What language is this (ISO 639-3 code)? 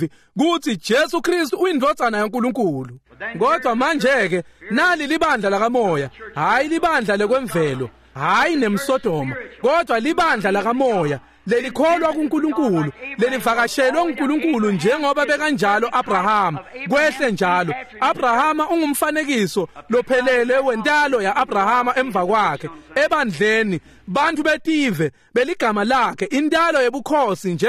ssw